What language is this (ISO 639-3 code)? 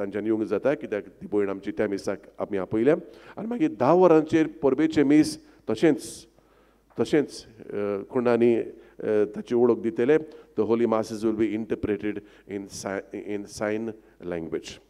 kok